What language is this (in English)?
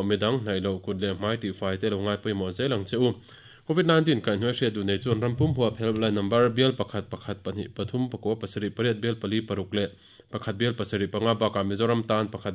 Mizo